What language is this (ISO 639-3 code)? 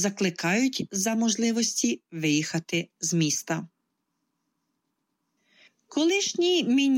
ukr